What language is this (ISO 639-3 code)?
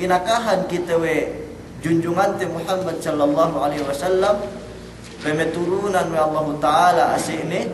yka